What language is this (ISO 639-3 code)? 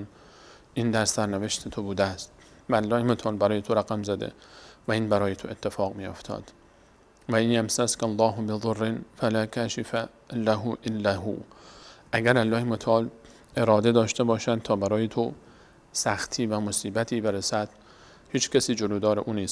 fas